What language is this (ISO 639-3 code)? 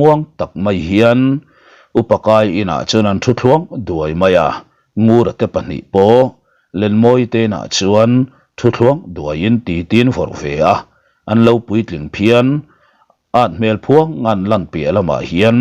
lus